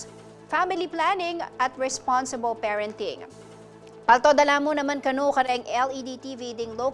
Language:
Pampanga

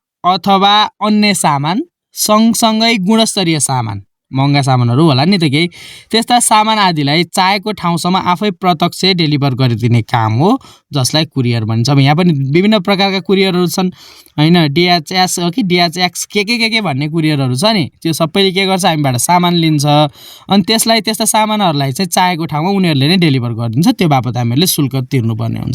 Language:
Nepali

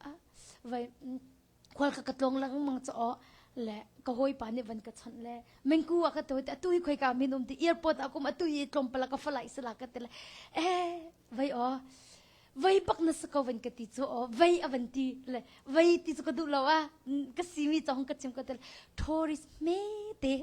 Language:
Hakha Chin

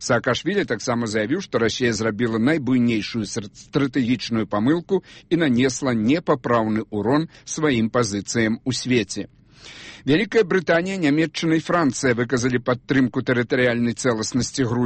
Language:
Belarusian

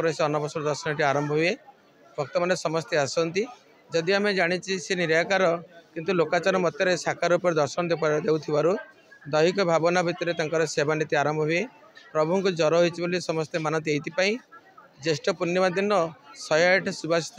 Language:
Odia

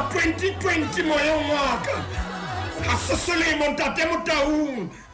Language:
Southern Sotho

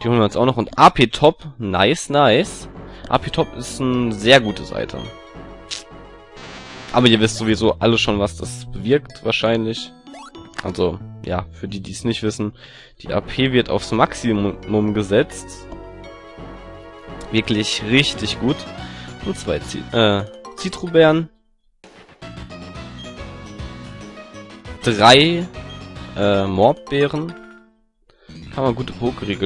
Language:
German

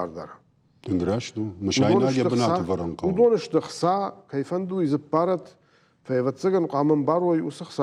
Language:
Ossetic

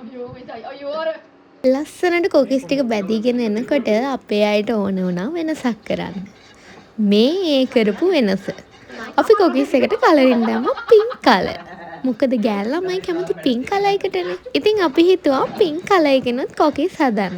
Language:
Sinhala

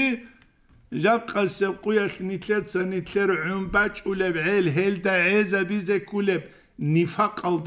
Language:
Avaric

